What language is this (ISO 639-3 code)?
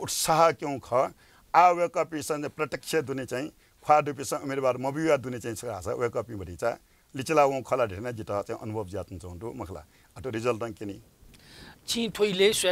new